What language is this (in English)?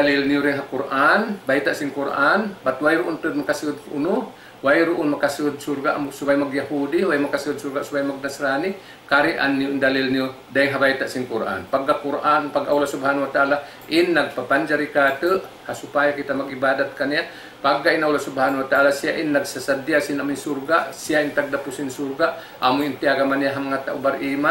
Tausug